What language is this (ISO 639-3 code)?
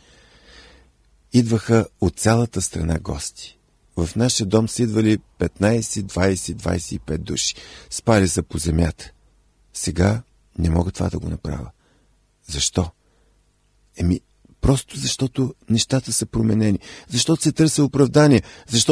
bul